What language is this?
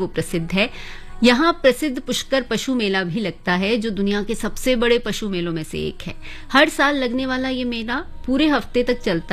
Hindi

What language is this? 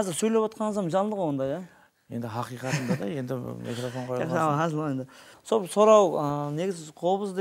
Kara-Kalpak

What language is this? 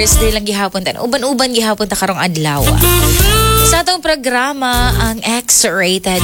Cebuano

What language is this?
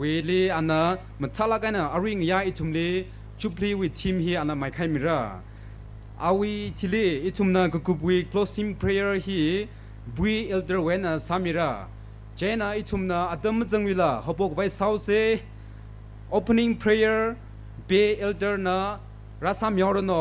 Tangkhul Naga (India)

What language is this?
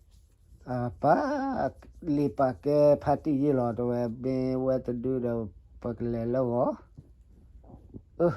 S'gaw Karen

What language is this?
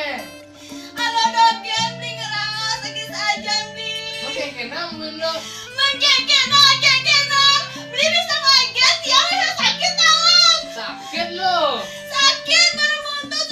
Balinese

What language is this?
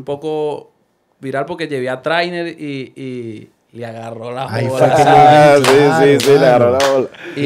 Spanish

